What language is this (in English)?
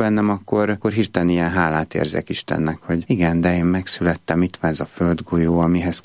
Hungarian